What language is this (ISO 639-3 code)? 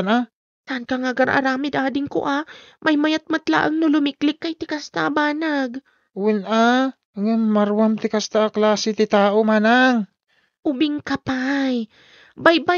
ilo